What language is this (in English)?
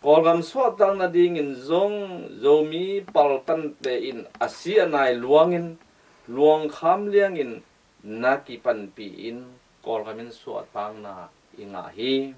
Tedim Chin